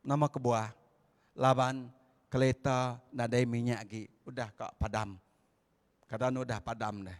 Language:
Iban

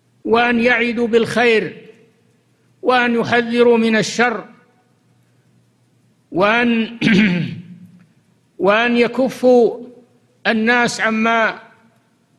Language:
Arabic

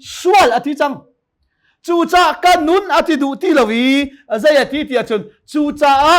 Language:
Hakha Chin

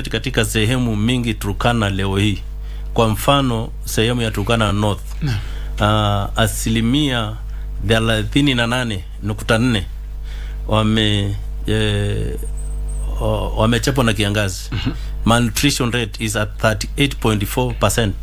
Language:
Swahili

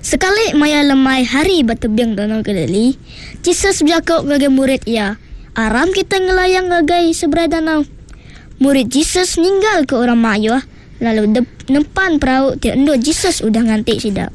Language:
Iban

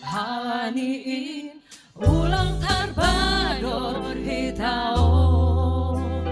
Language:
Batak Simalungun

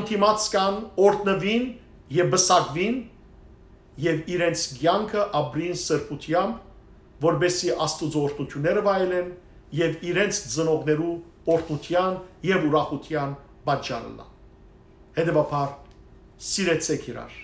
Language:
Western Armenian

